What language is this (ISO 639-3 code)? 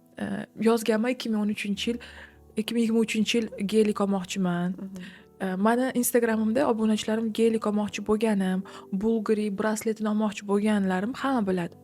uzb